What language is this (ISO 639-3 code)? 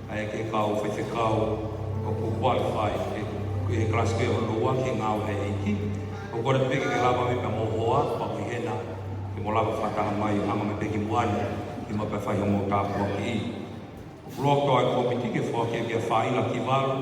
ton